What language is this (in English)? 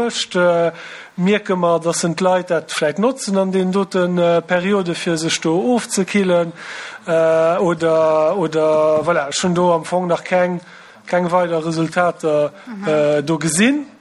Luxembourgish